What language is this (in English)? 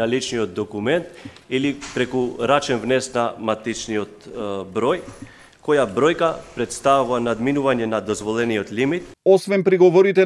Macedonian